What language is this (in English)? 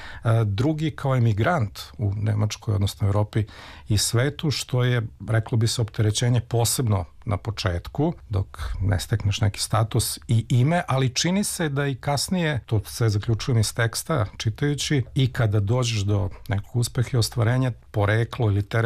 Serbian